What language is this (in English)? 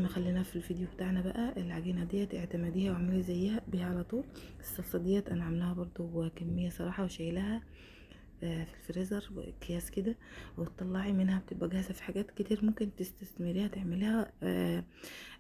Egyptian Arabic